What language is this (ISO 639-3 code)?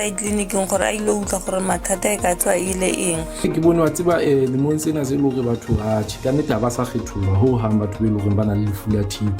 sot